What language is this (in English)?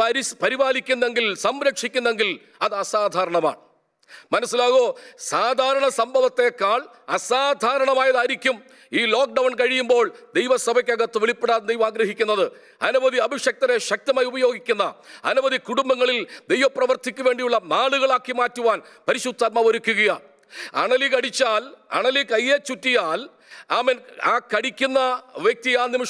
Malayalam